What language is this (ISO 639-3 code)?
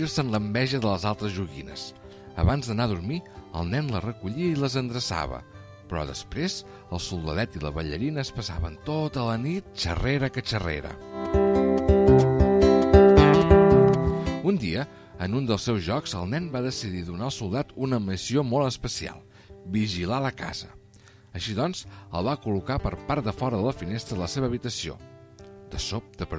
cat